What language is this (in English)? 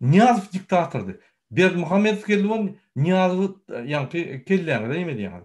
Turkmen